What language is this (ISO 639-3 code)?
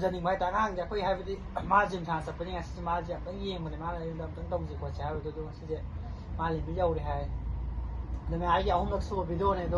mni